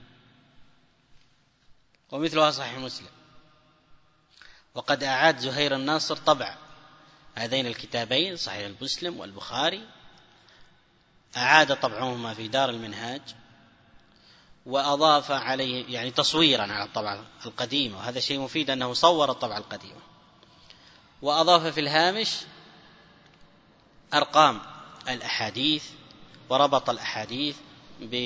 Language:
Arabic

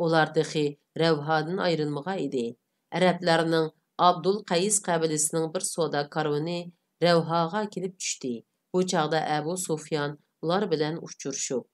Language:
Uyghur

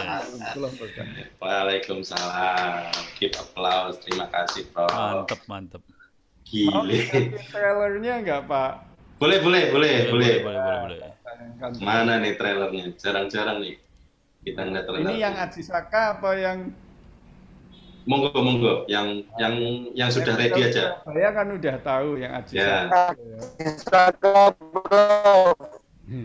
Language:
Indonesian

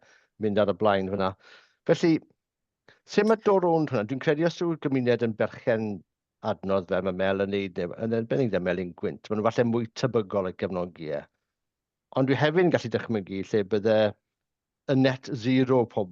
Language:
Welsh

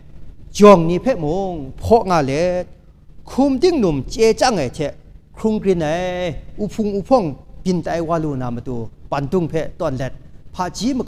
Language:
Kachin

